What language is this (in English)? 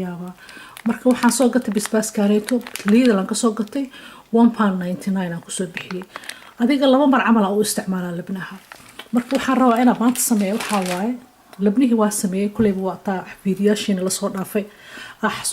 Somali